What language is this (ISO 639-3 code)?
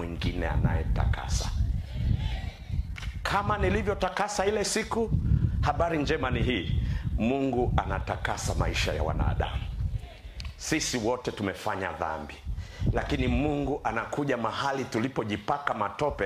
swa